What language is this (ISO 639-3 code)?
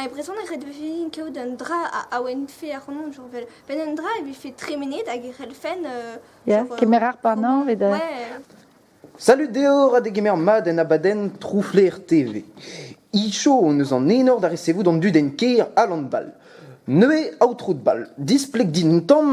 bre